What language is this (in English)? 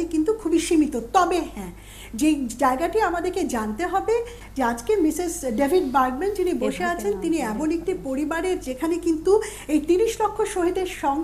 Bangla